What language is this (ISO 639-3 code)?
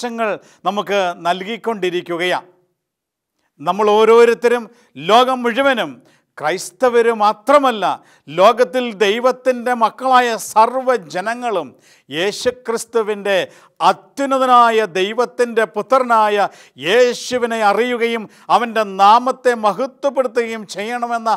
mal